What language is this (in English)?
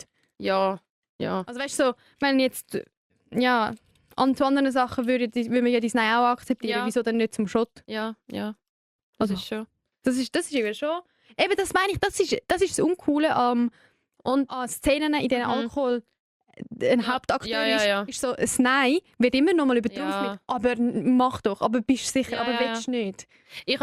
Swiss German